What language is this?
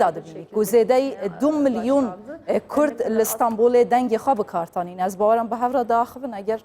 Kurdish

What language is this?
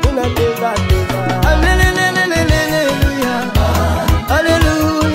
Swahili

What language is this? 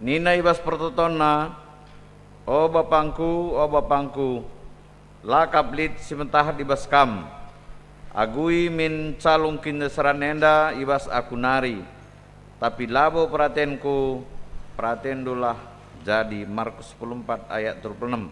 Batak Karo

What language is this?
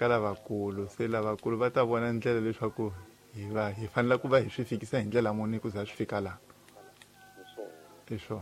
Tsonga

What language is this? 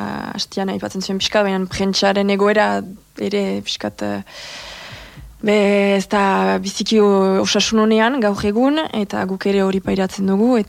Basque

